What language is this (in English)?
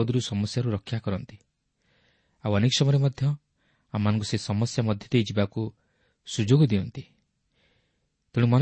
Odia